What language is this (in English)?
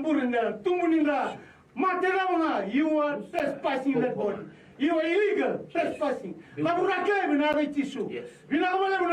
Fijian